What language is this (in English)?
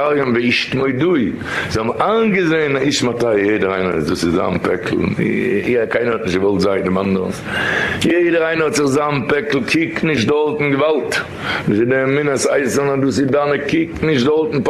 Yiddish